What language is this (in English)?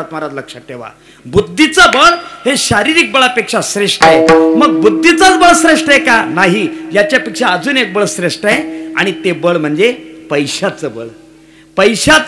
Marathi